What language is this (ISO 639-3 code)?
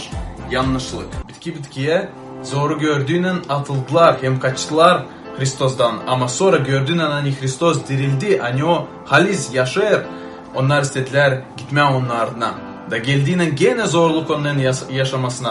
gag